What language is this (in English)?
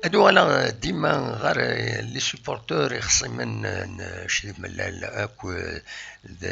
Kabyle